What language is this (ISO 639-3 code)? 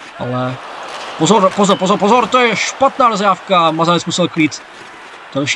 ces